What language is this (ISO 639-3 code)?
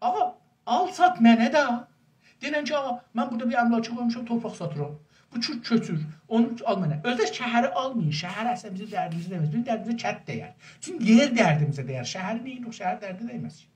azb